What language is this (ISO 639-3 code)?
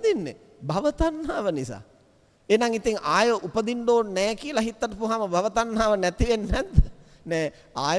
sin